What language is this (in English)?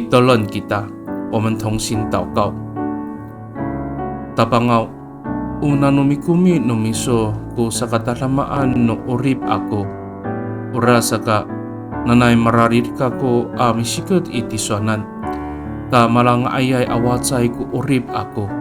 Amis